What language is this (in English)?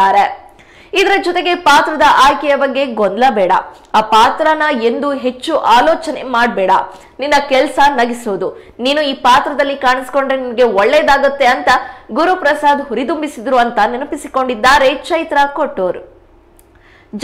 Kannada